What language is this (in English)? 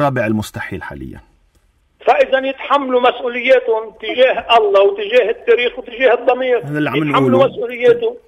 North Levantine Arabic